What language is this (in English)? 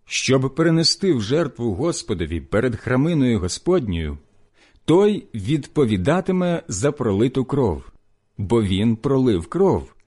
Ukrainian